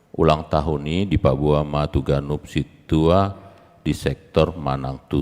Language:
Batak Toba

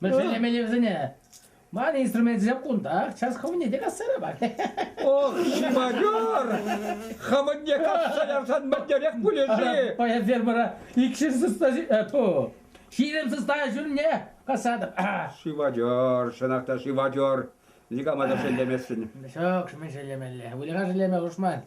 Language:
Chuvash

